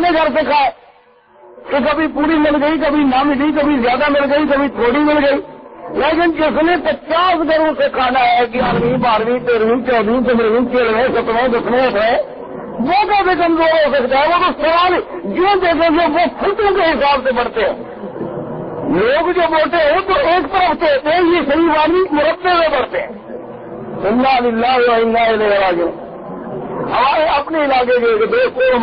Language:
Urdu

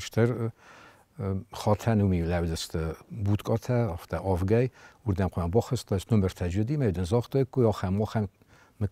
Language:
Ossetic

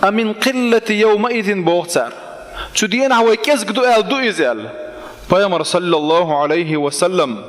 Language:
Chechen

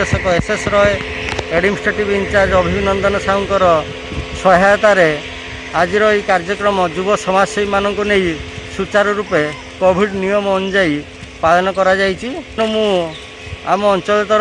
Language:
Odia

